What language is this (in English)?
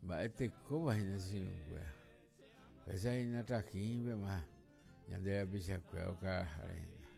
Guarani